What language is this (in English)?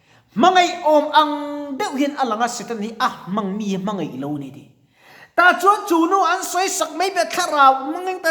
Mizo